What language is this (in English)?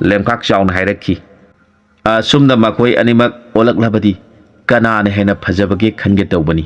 Manipuri